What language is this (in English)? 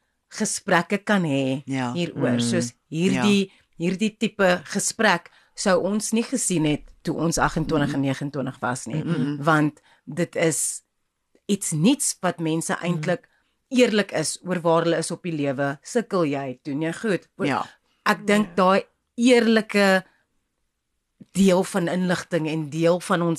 Afrikaans